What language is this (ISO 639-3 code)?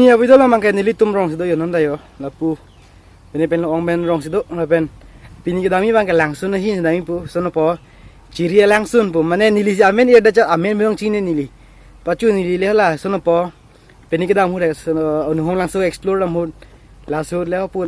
mjw